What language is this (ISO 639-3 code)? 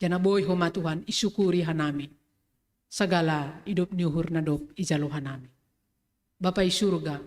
bts